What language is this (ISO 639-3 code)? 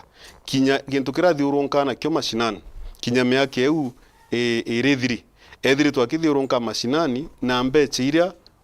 mer